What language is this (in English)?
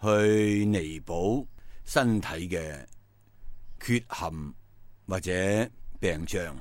Cantonese